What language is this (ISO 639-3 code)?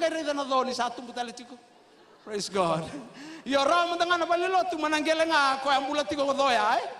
fij